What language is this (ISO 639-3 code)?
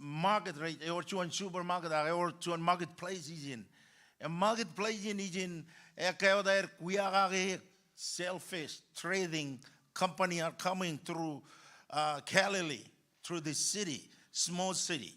mah